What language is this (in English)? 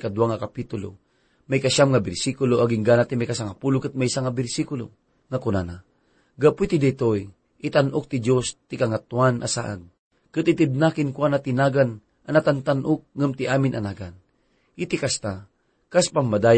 Iloko